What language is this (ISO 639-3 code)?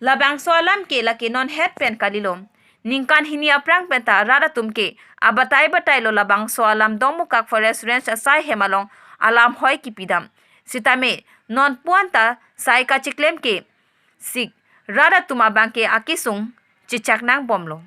mjw